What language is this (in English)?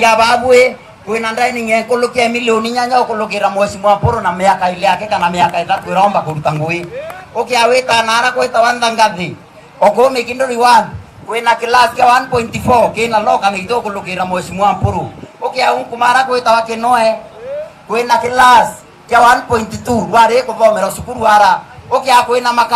Meru